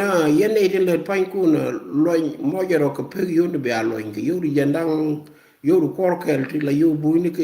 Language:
Nuer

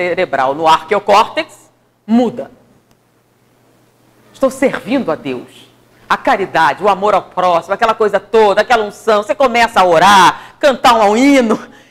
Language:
Portuguese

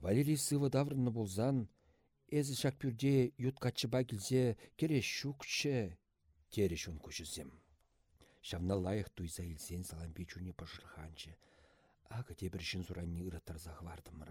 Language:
Chuvash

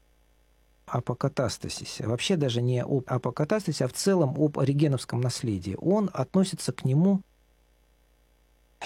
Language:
Russian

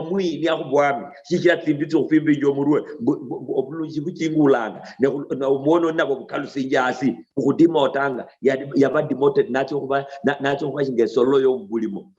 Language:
Luyia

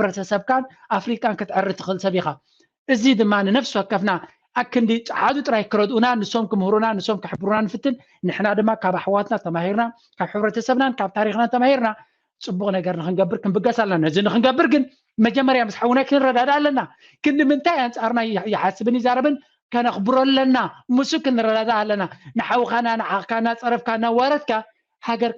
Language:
Tigrinya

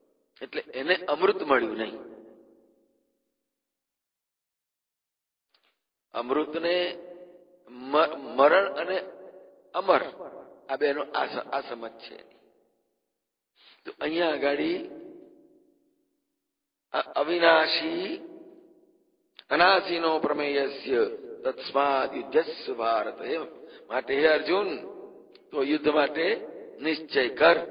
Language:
Gujarati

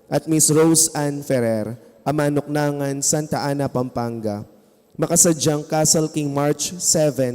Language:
Pampanga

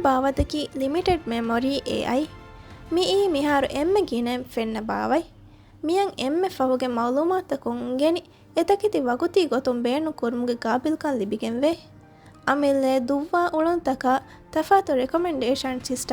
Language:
Divehi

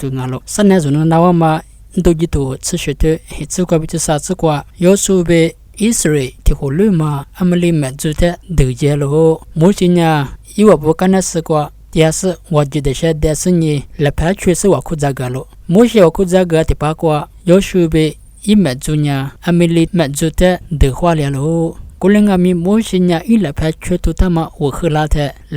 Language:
Lisu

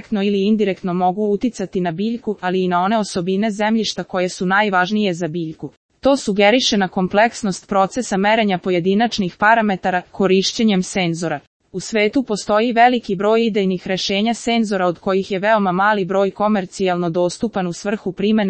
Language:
Serbian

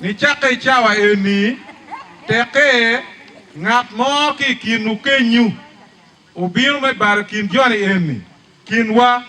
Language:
Acoli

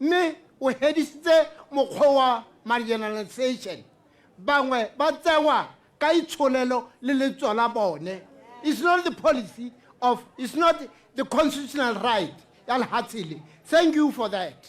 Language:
Tswana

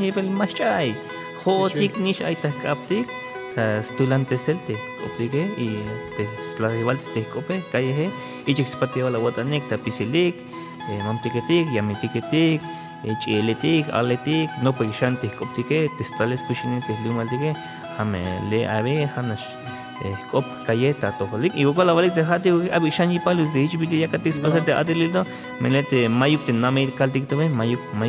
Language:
Tzeltal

